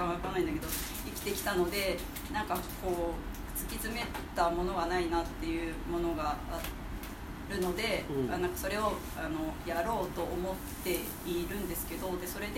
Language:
Japanese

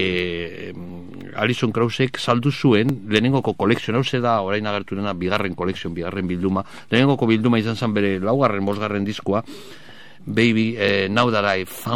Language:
Basque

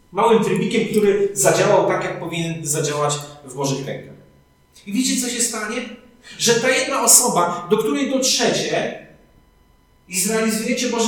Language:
Polish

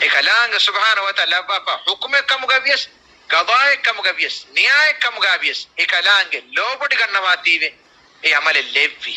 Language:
Divehi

